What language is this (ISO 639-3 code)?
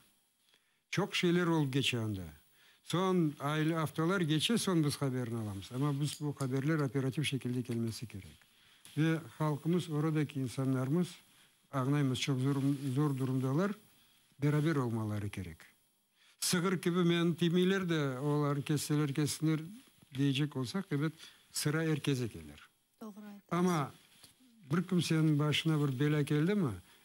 crh